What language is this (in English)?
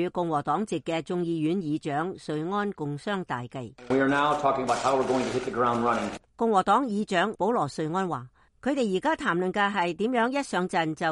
Cantonese